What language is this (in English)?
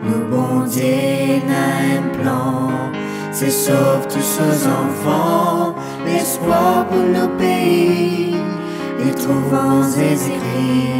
Morisyen